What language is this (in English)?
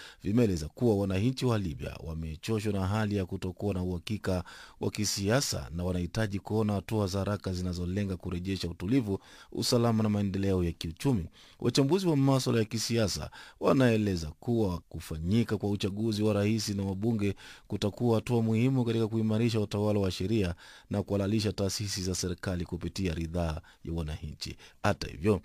Swahili